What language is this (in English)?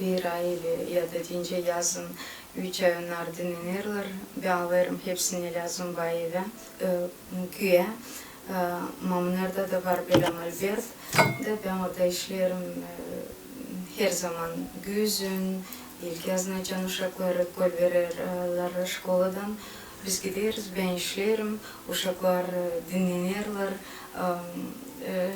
Gagauz